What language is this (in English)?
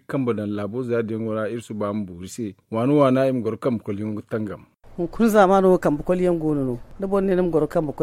Zarma